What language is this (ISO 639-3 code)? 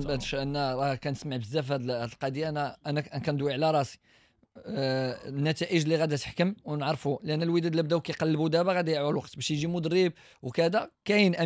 ary